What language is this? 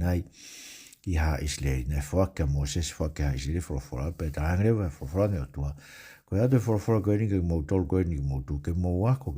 Tongan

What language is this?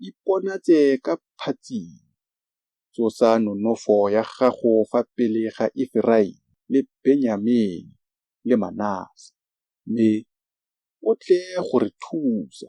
Tswana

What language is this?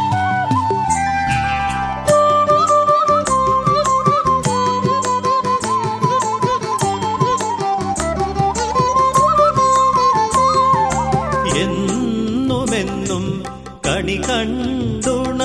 Malayalam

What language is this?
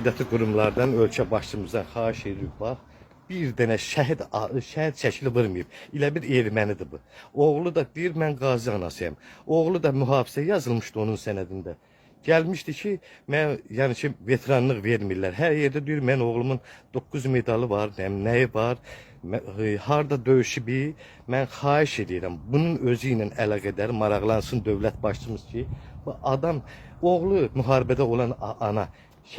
Azerbaijani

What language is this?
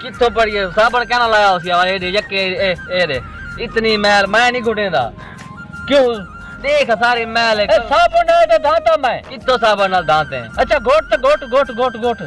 Saraiki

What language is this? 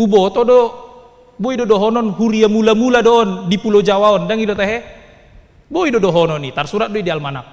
Batak Toba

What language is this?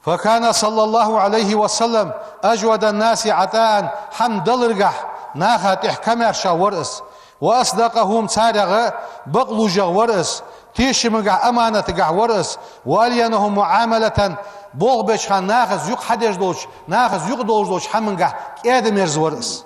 Ingush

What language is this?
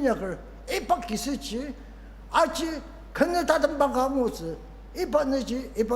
Ao Naga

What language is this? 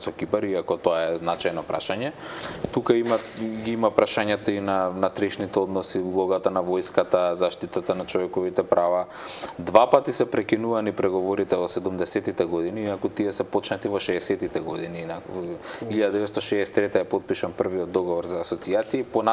Macedonian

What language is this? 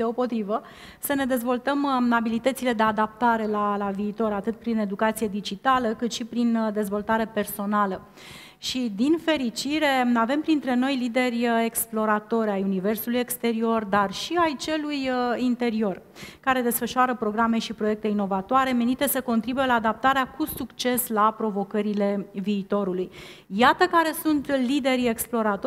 Romanian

